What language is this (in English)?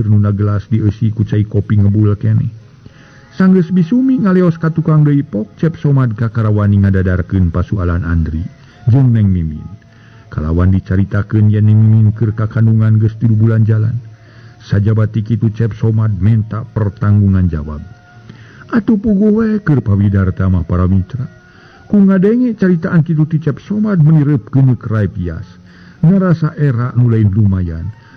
Sundanese